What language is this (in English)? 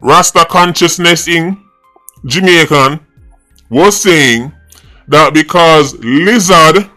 Jamaican Creole English